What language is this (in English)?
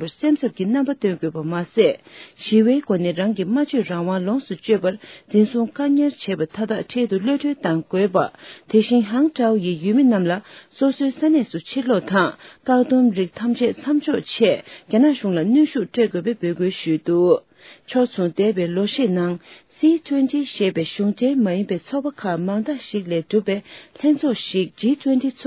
Tibetan